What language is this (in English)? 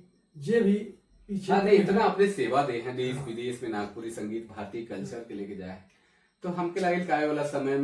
Sadri